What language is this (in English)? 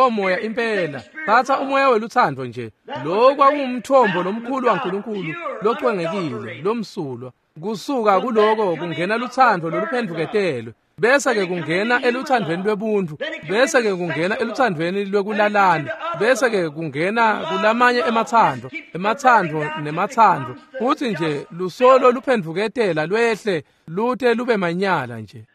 Swati